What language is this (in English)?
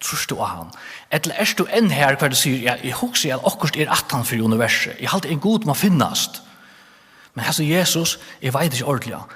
Faroese